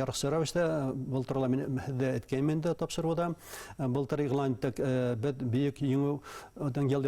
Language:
Bashkir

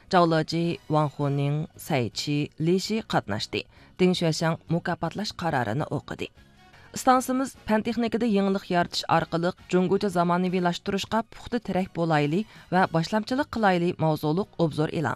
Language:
Uyghur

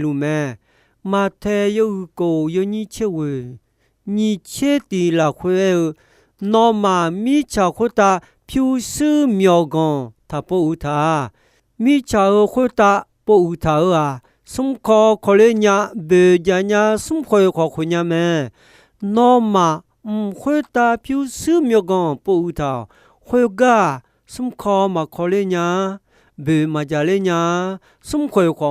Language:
Akha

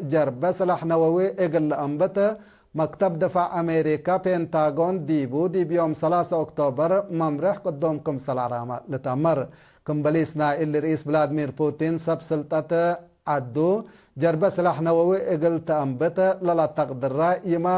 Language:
Tigre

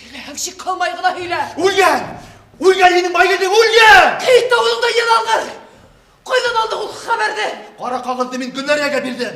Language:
Bashkir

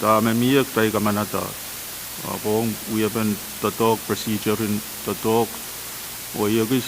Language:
Pohnpeian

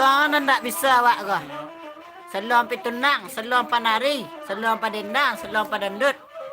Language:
Minangkabau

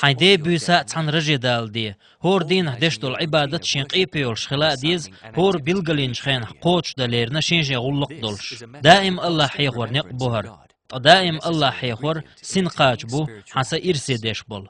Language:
Chechen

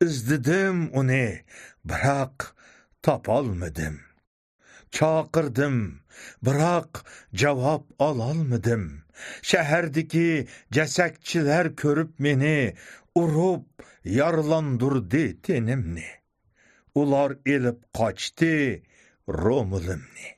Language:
Uyghur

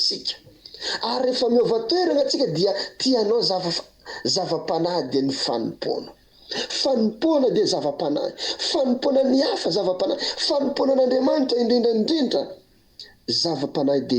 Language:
Malagasy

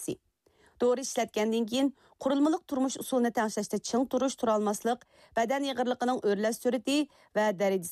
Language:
Uyghur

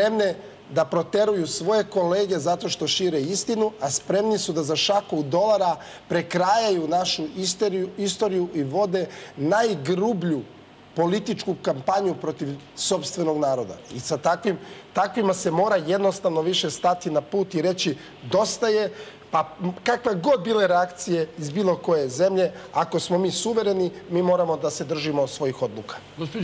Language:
Serbian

